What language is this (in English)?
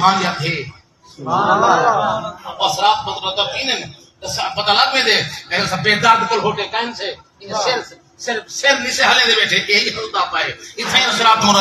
Saraiki